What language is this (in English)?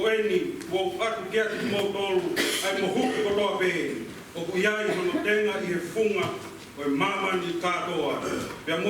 Tongan